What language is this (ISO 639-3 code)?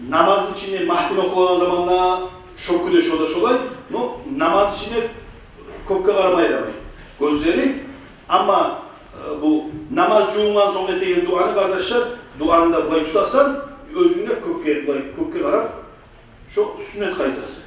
kum